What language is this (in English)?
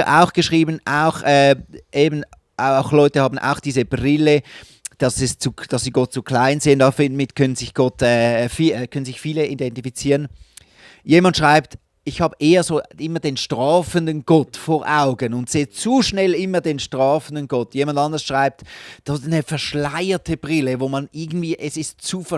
Swiss German